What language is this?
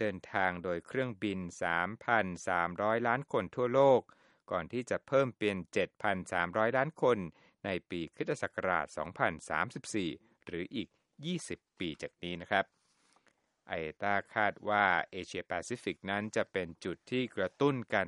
Thai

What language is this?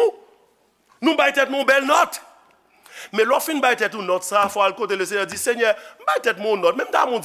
Haitian Creole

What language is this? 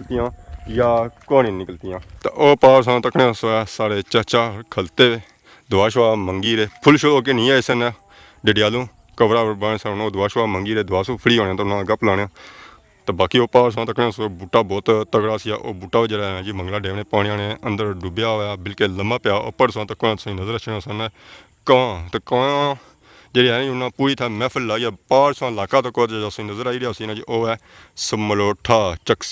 Pahari-Potwari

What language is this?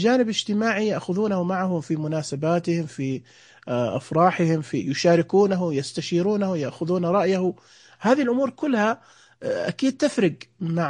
Najdi Arabic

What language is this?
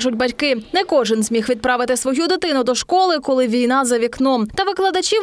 Ukrainian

